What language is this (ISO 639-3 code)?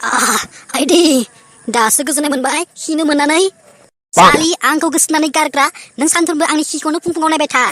brx